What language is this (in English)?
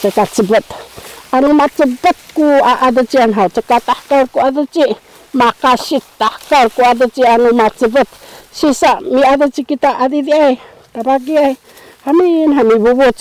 Sakizaya